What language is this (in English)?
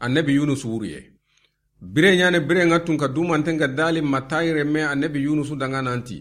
Soninke